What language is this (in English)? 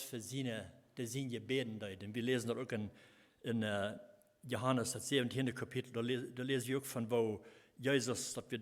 Plautdietsch